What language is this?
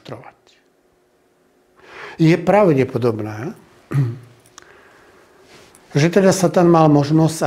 Slovak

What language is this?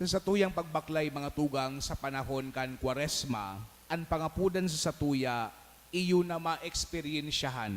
Bikol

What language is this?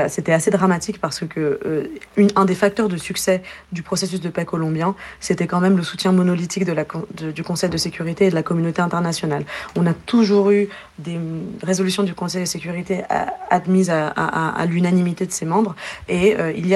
French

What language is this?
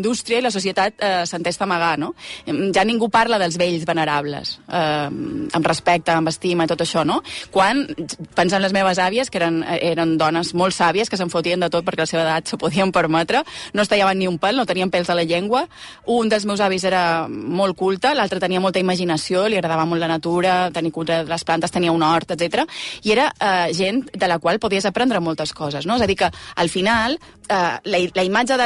Catalan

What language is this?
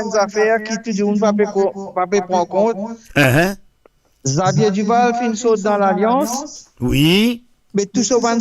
Morisyen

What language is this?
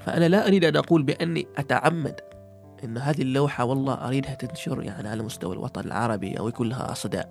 Gulf Arabic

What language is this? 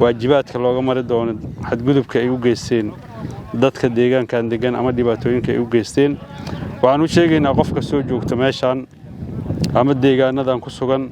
Somali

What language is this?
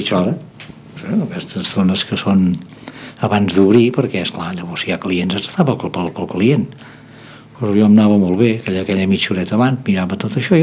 Catalan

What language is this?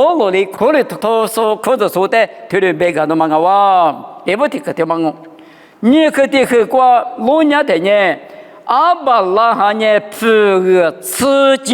Lisu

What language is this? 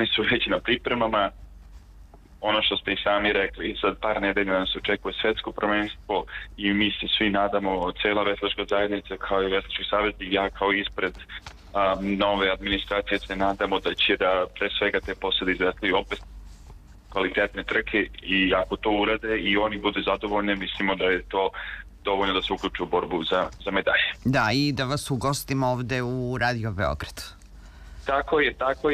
Serbian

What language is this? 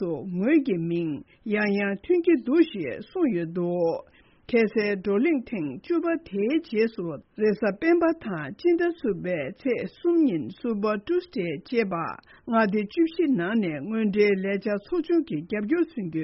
Tibetan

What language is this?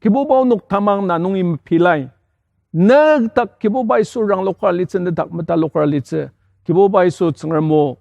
Ao Naga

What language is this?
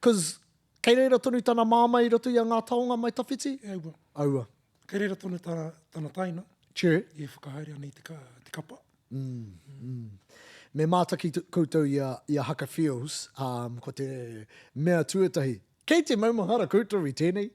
Māori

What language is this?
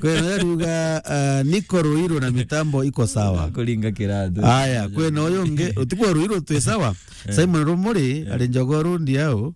Meru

